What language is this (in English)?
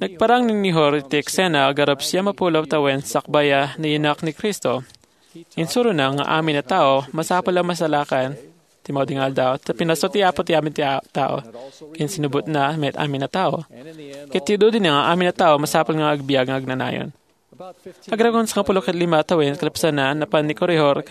Iloko